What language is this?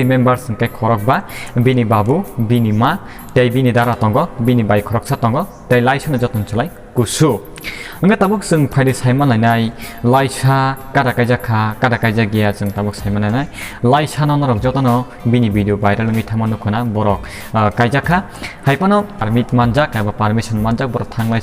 Kok Borok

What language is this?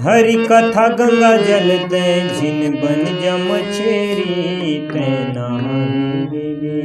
Chhattisgarhi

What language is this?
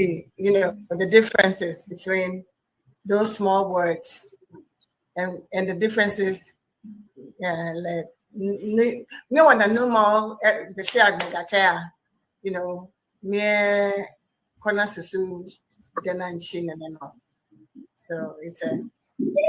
Ewe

